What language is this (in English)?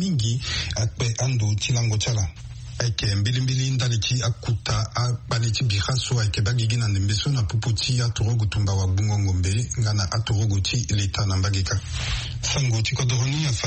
Sango